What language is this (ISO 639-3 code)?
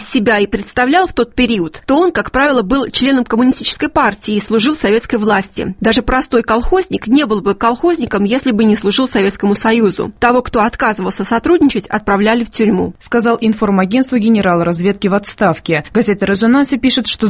rus